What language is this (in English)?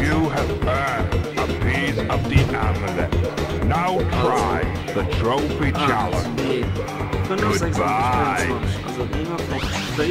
Luxembourgish